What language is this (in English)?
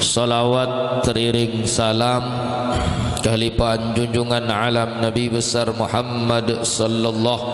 Sasak